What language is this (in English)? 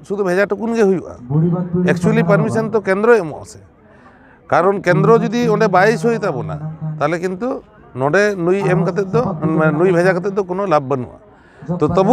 Santali